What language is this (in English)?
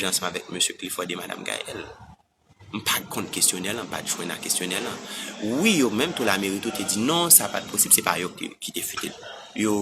Haitian Creole